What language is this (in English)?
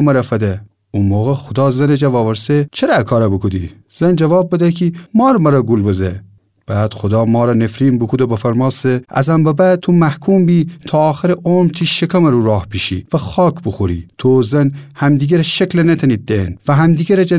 Gilaki